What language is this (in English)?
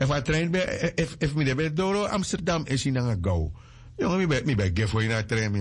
Sranan Tongo